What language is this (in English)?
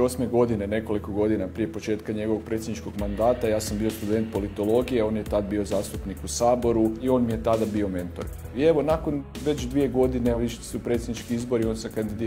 Croatian